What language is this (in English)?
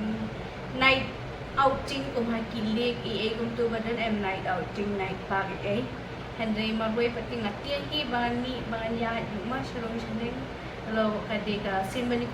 Khasi